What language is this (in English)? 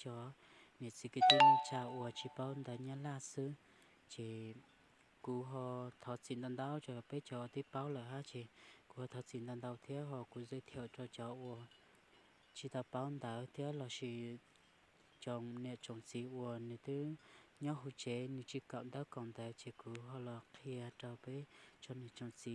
Hmong